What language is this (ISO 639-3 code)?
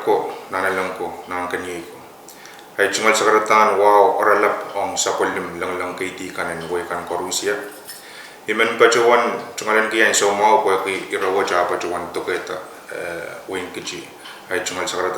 pon